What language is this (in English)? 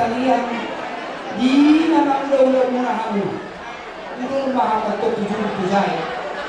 Batak Toba